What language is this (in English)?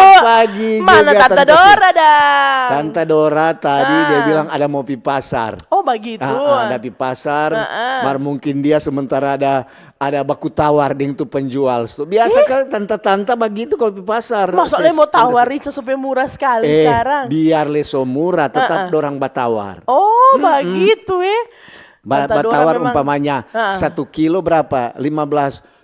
Manado Malay